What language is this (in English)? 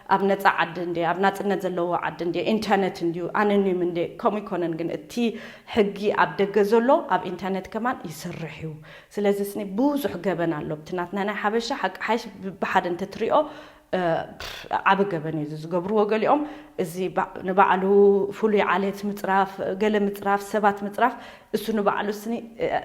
Tigrinya